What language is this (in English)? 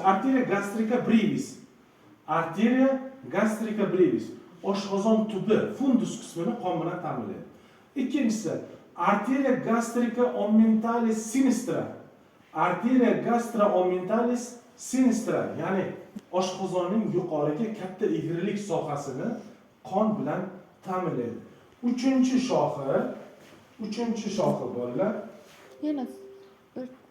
Uzbek